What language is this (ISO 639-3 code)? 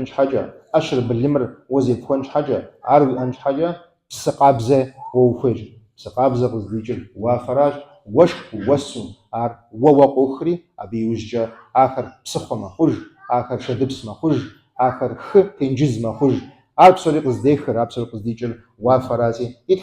kbd